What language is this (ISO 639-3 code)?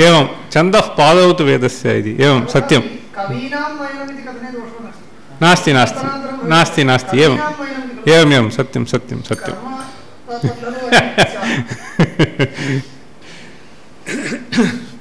san